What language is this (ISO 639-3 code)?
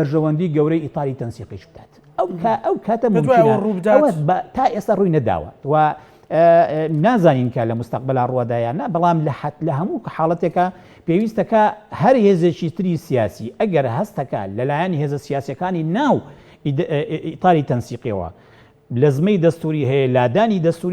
ckb